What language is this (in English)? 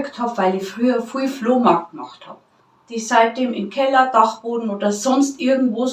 Bavarian